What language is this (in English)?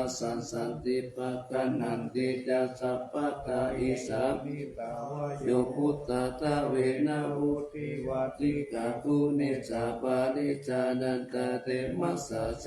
Pali